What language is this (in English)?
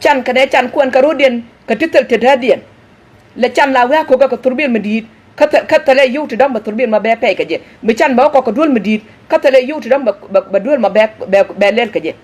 Nuer